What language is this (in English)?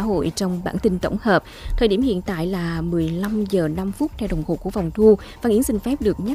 Vietnamese